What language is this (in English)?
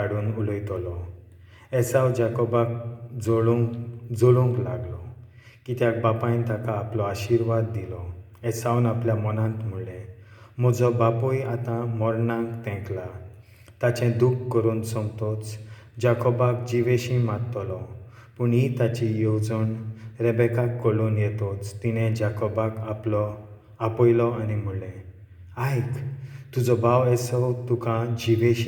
Konkani